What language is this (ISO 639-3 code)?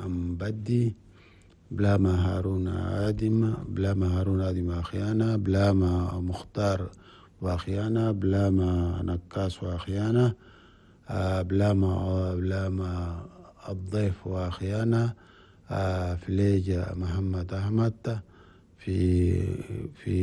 shu